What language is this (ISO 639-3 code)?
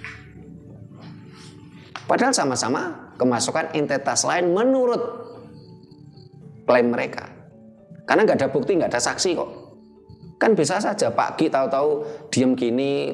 ind